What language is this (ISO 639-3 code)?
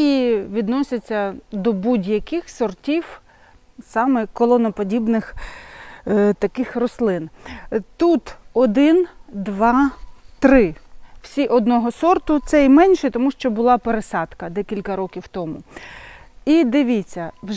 ukr